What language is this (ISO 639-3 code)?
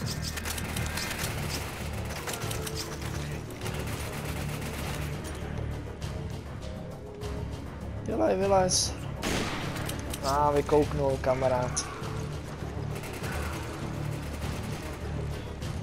ces